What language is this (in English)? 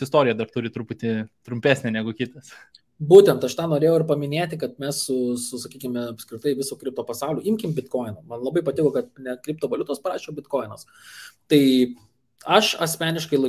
Lithuanian